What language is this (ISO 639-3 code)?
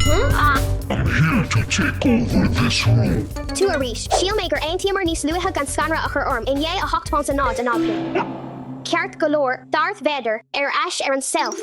gle